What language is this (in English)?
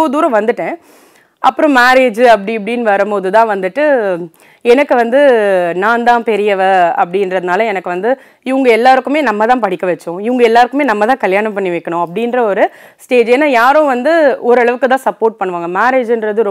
Tamil